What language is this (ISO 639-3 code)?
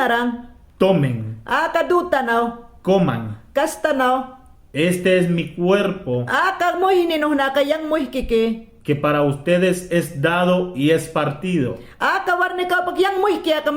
yan